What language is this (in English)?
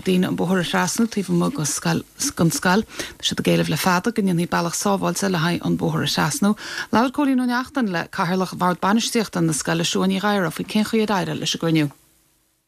Irish